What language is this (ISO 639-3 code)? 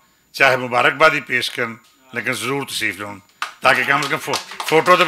lah